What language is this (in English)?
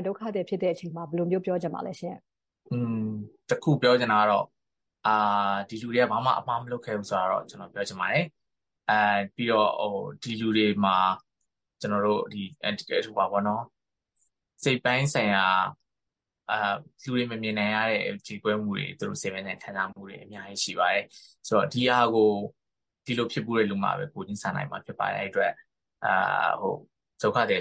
Burmese